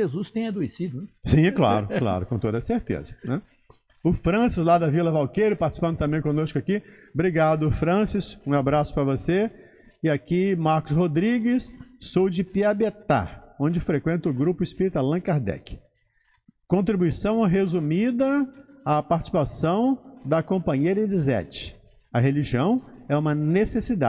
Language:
Portuguese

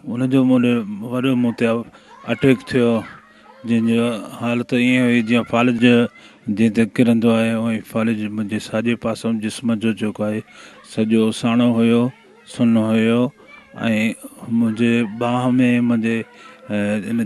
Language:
Sindhi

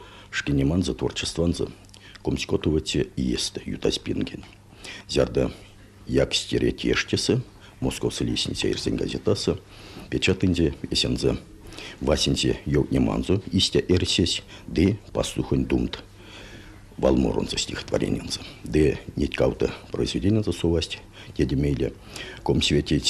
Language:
Erzya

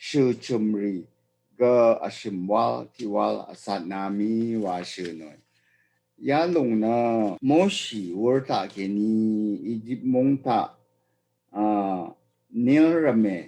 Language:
Rawang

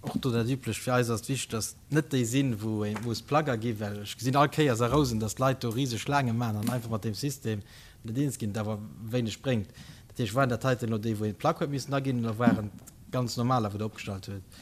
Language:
Luxembourgish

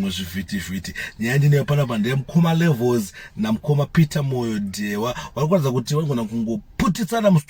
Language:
Shona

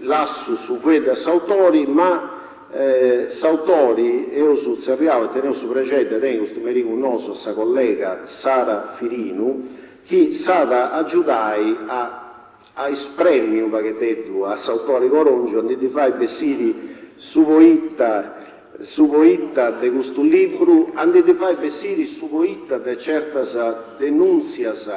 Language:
Sardinian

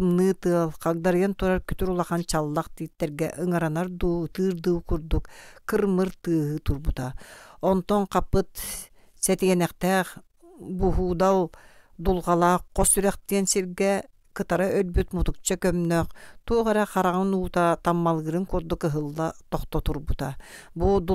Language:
Yakut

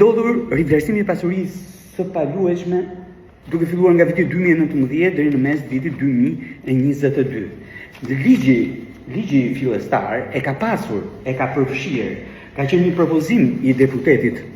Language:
Albanian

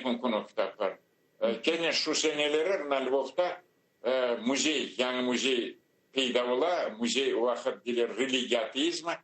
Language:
Crimean Tatar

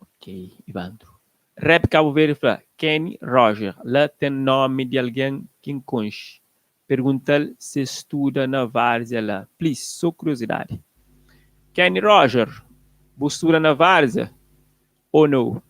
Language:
Kabuverdianu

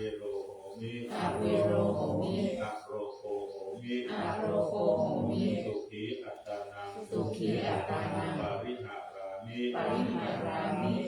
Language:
Pali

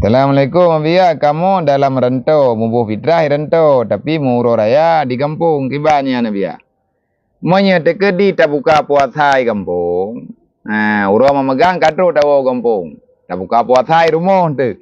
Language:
Achinese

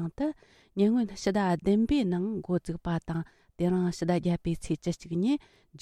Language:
Tibetan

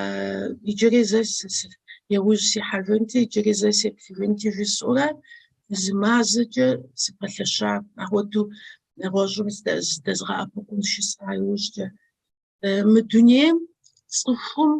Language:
Kabardian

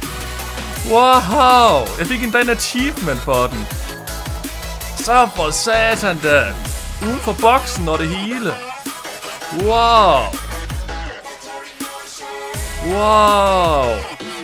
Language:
Danish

